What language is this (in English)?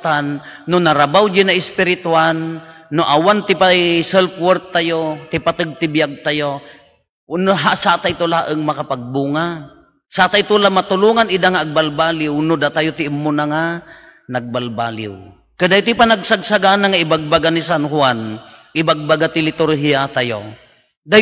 Iloko